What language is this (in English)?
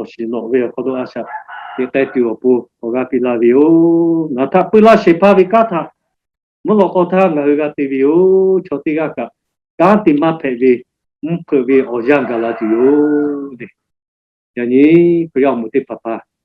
Lahu